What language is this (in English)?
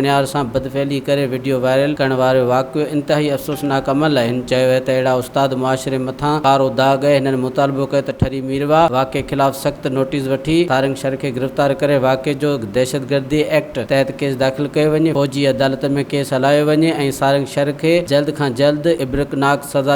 Sindhi